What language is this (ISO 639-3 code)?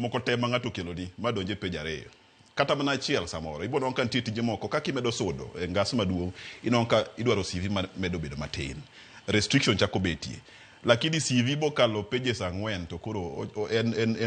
luo